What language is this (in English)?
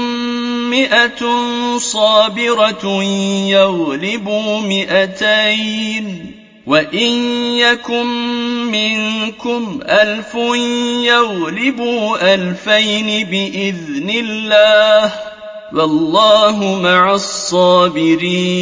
Arabic